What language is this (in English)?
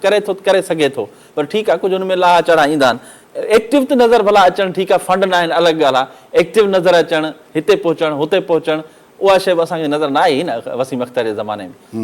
Sindhi